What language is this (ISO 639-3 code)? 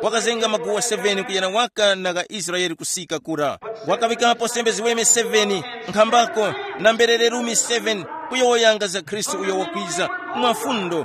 tum